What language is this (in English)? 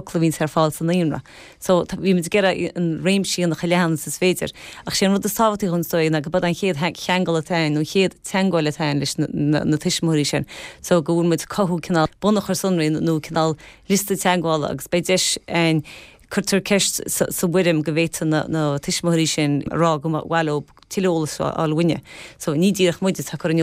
Irish